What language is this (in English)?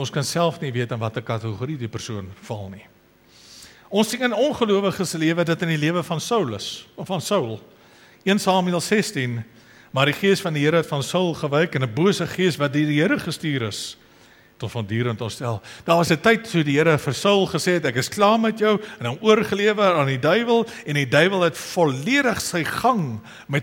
Afrikaans